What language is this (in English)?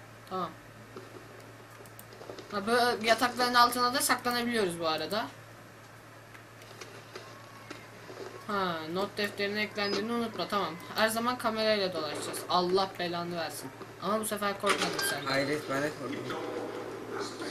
Turkish